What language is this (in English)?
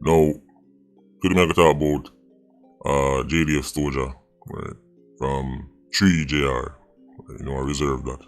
Jamaican Creole English